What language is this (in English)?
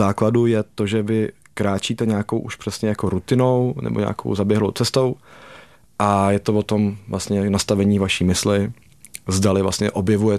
Czech